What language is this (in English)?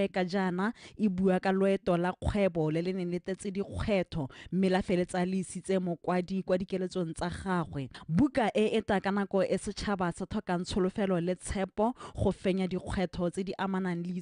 Tswana